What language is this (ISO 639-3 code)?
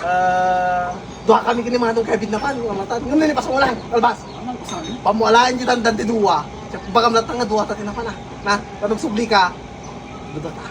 ilo